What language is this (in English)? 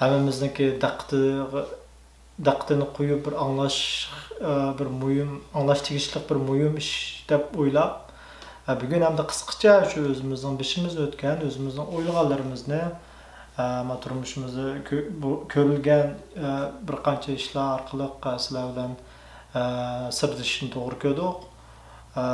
Uyghur